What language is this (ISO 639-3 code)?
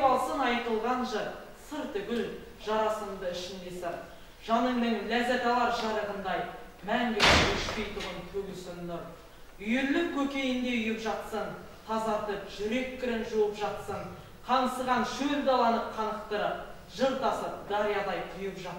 kaz